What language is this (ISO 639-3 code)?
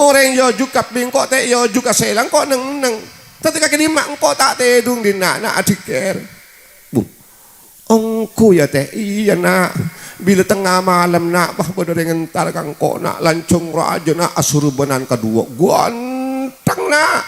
mad